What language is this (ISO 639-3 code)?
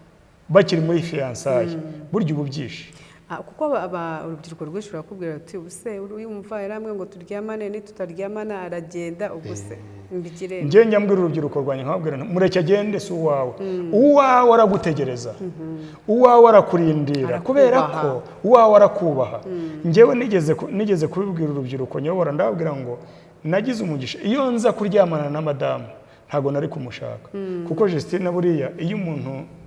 kin